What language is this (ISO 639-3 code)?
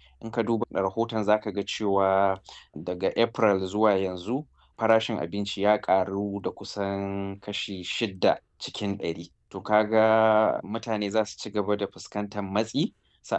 hau